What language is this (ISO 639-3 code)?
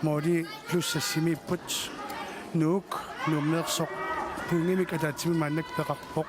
kal